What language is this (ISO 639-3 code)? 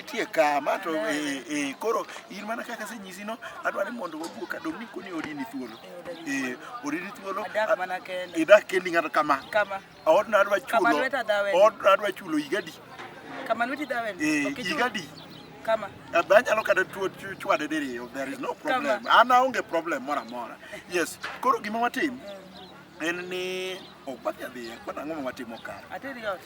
luo